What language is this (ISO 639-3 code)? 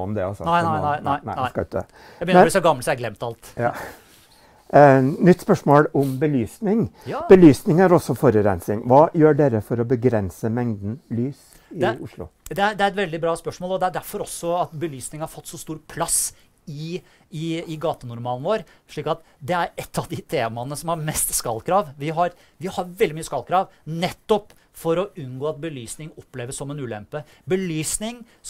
nor